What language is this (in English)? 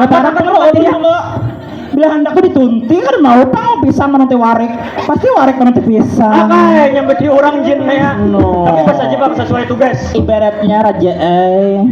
Banjar